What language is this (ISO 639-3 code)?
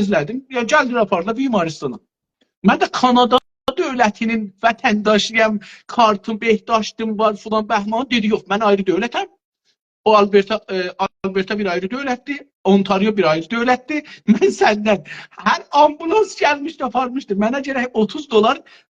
azb